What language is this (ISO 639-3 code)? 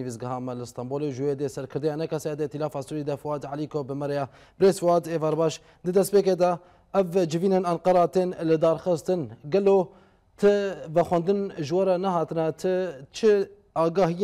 kur